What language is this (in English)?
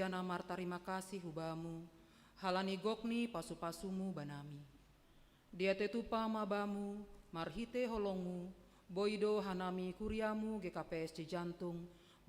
Batak Simalungun